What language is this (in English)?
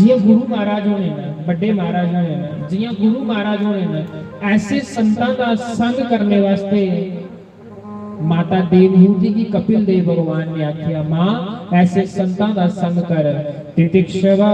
Dogri